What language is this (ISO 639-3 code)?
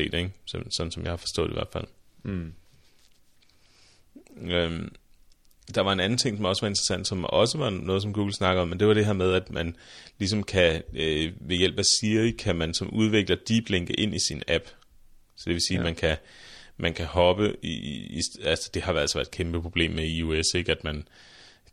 dan